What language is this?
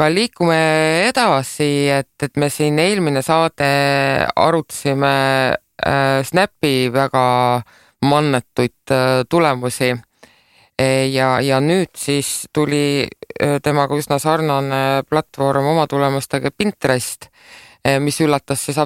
Estonian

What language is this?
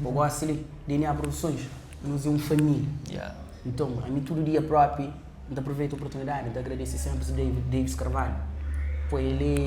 Kabuverdianu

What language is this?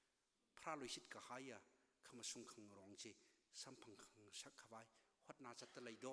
Tangkhul Naga (India)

